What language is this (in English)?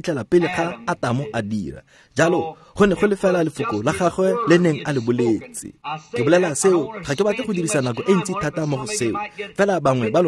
Tswana